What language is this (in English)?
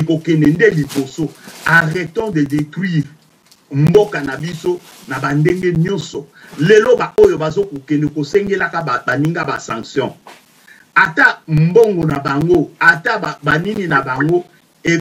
Lingala